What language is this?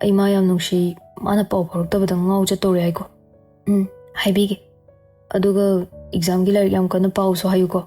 Manipuri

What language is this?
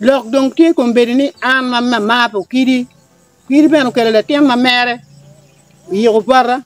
Acoli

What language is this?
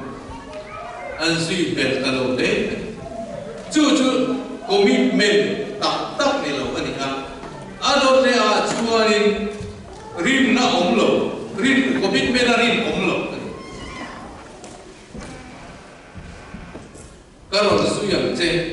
Vietnamese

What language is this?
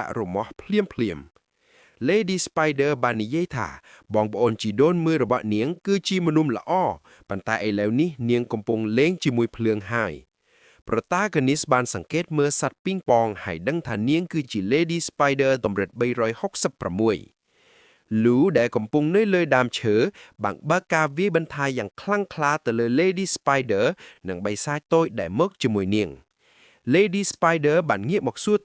Khmer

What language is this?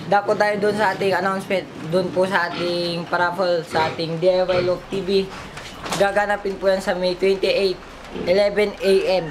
Filipino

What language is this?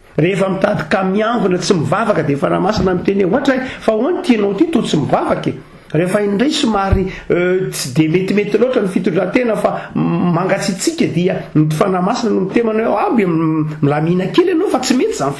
Malagasy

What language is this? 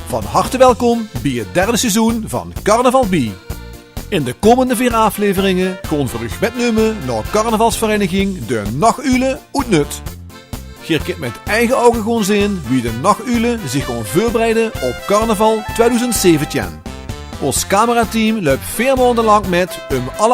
Limburgish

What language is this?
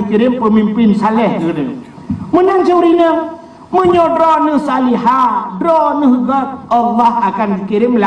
Achinese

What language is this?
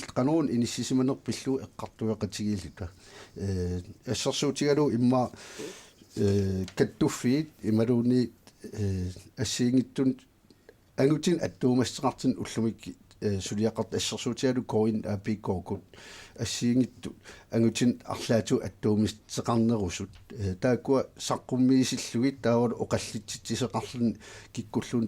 Kalaallisut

